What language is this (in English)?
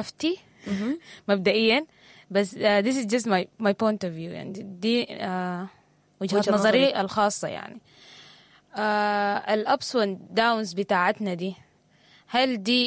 Sudanese Arabic